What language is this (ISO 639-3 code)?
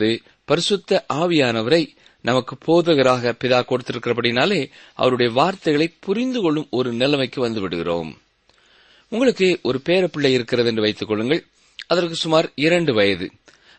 tam